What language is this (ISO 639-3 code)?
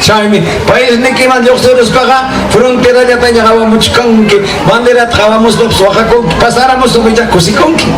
quy